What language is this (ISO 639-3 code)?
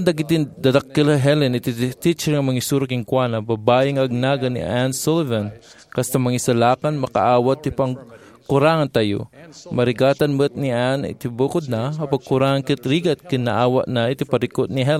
ilo